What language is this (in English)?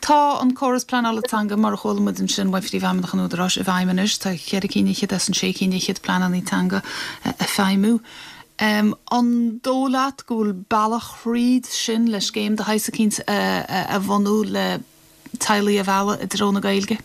Irish